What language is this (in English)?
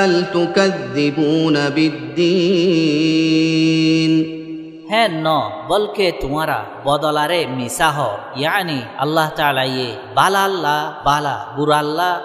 Rohingya